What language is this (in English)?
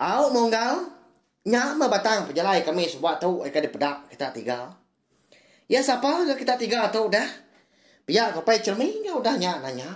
Iban